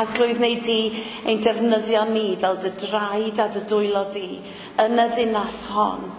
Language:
Welsh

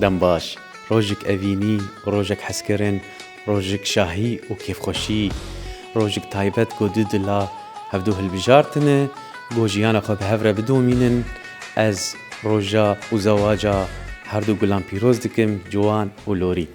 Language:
Kurdish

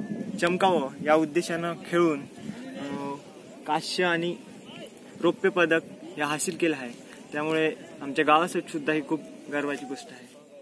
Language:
Marathi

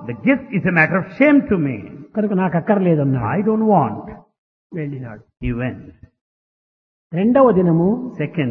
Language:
Telugu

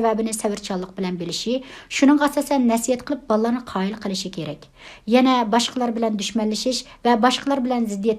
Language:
Uyghur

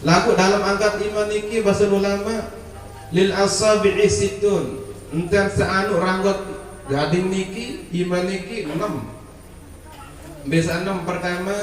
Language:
Sasak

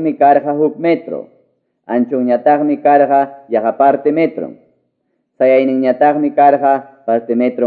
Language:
Quechua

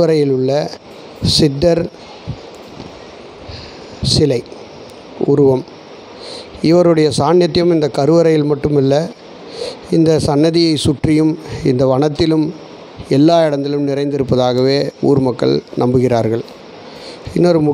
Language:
Tamil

